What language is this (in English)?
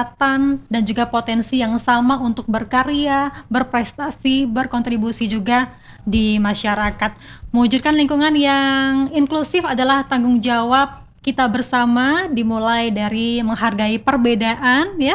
Indonesian